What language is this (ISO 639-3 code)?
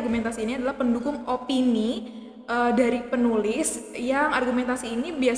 ind